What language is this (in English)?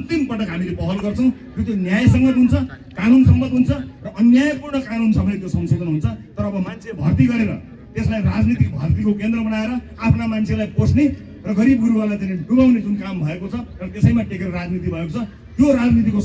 Nepali